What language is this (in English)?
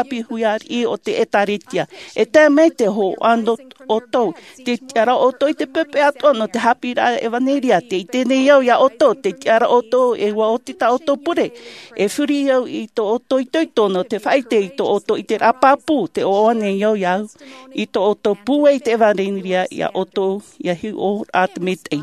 Tahitian